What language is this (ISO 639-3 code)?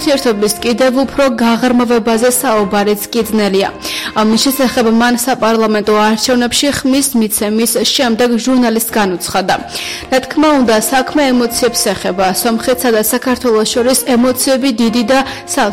kat